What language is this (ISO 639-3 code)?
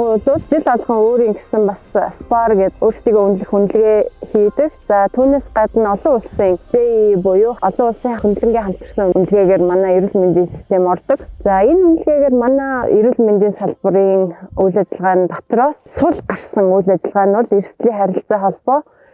mon